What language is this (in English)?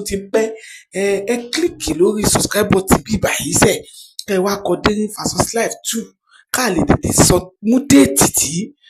Yoruba